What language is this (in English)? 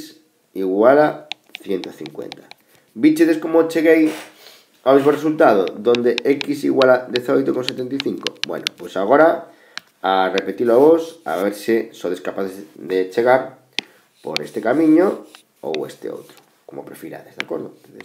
Galician